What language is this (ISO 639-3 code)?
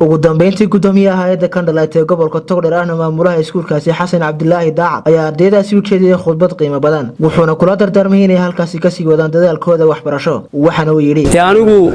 som